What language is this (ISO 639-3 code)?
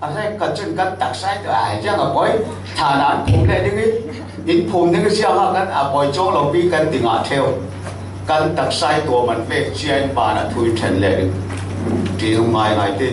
cfm